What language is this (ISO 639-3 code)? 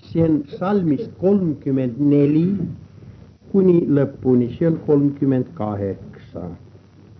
est